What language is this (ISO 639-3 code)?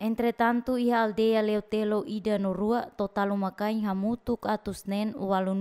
tet